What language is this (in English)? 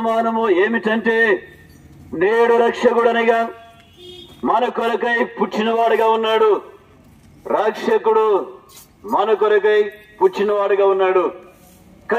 Telugu